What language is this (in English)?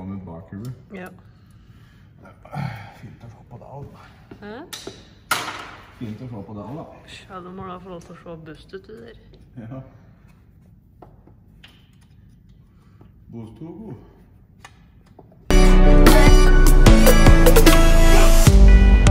Norwegian